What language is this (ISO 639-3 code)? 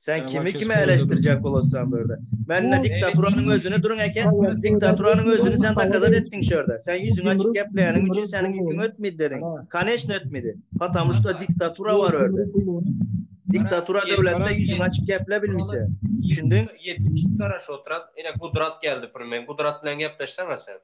tuk